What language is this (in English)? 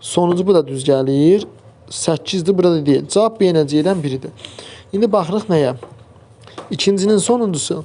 Azerbaijani